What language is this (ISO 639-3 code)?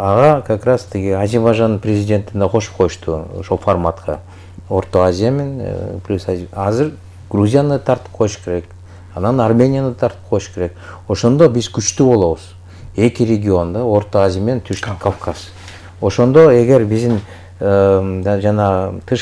kir